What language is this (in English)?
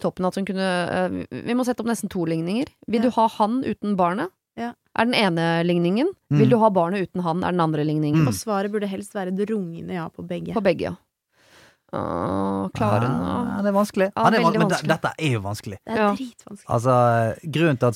Norwegian